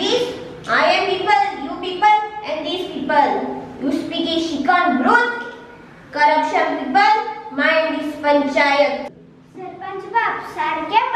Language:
Konkani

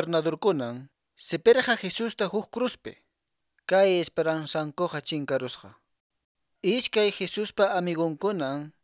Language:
Quechua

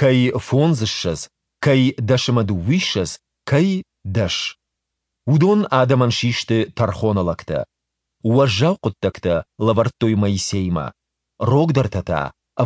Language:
Ossetic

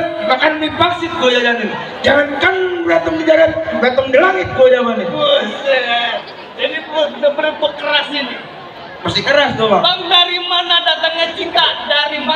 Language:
Betawi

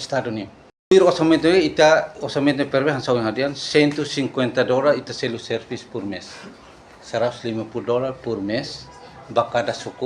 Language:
Tetum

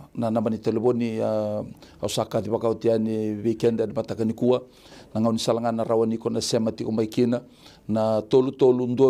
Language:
Fijian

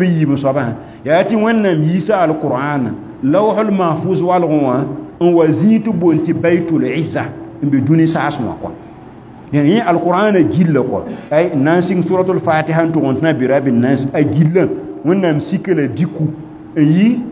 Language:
Mossi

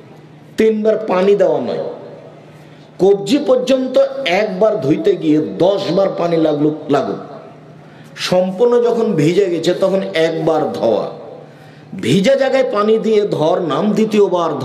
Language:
Bangla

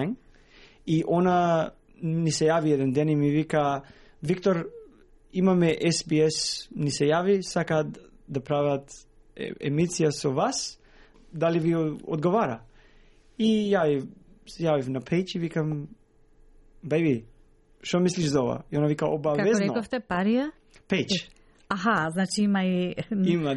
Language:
Macedonian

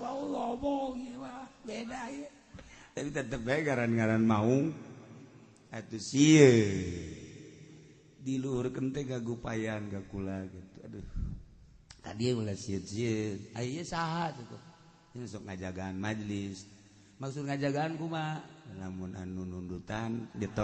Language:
Sundanese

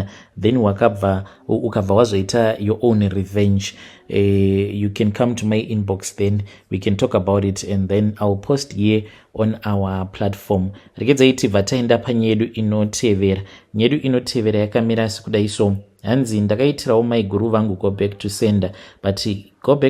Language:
Shona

